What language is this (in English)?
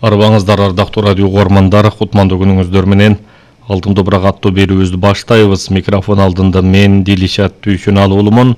Kyrgyz